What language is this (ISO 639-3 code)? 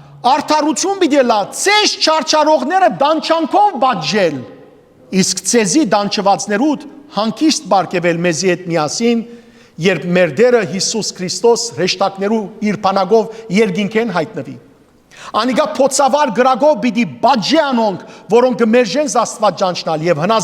hyw